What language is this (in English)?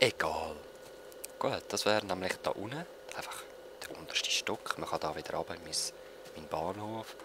Swiss German